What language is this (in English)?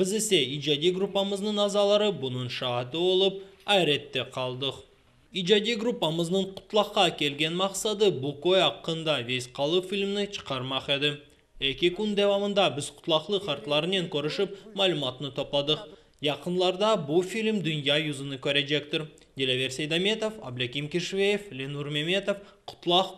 Crimean Tatar